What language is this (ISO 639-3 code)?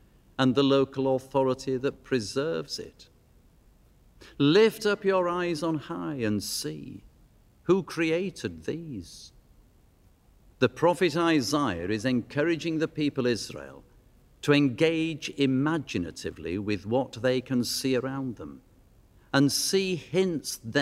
eng